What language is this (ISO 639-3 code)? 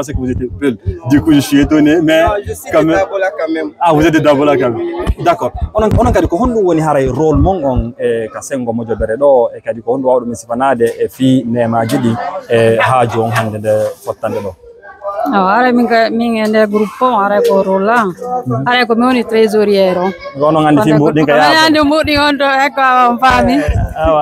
ful